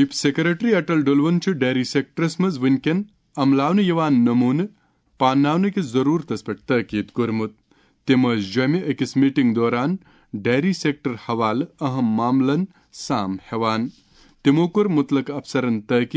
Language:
Kashmiri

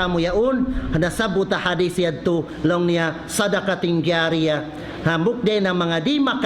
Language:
Tausug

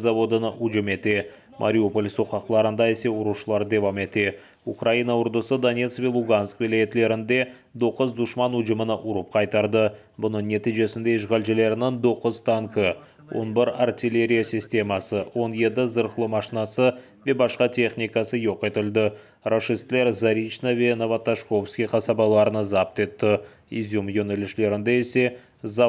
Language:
Crimean Tatar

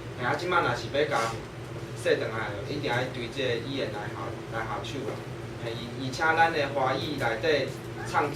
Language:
Min Nan Chinese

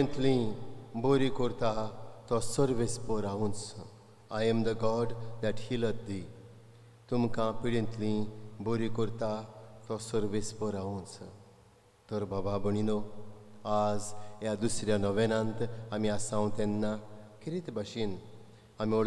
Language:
Konkani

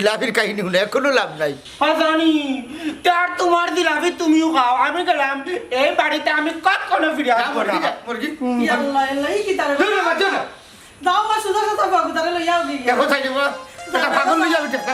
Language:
Sylheti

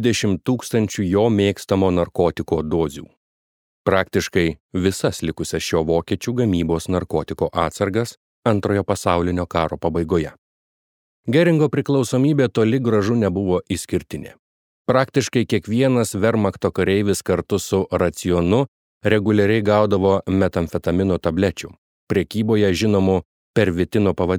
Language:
Lithuanian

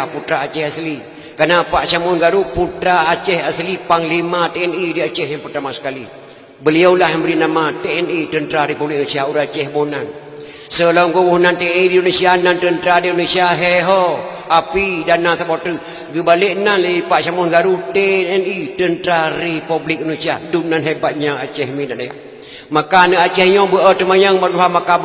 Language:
Achinese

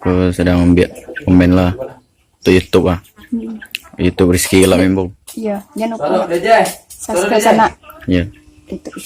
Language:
Minangkabau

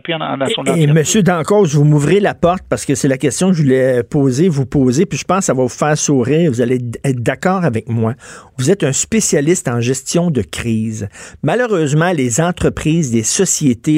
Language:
French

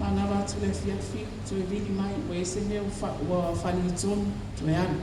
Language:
Samoan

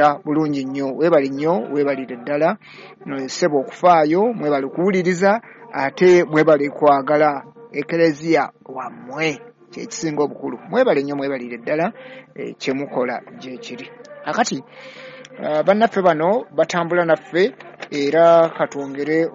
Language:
Ganda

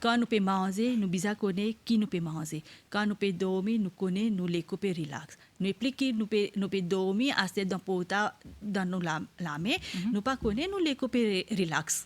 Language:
Morisyen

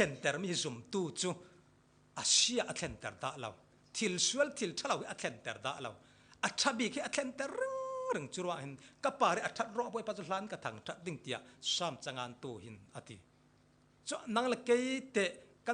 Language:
Falam Chin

